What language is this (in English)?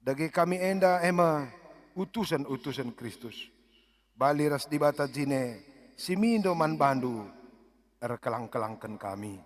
Batak Karo